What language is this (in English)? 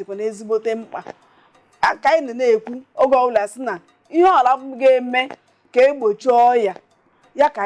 Igbo